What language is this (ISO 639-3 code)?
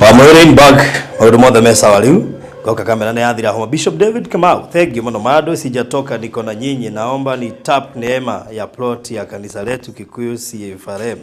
kik